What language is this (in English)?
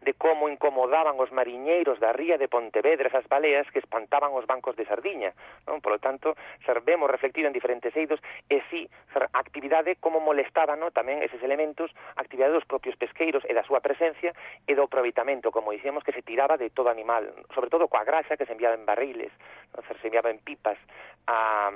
Galician